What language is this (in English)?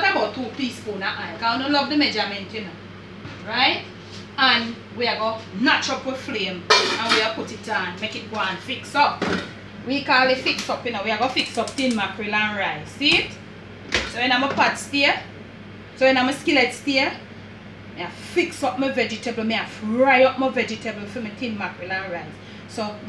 Jamaican Creole English